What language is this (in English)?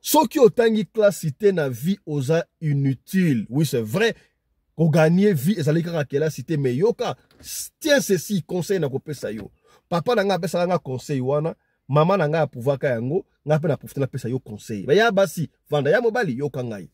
Lingala